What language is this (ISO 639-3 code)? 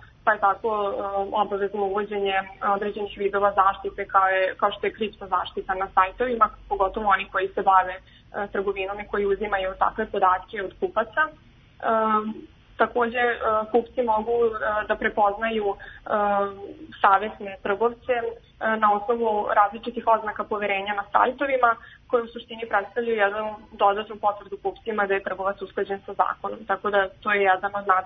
srp